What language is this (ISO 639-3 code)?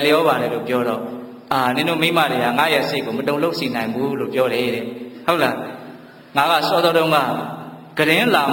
mya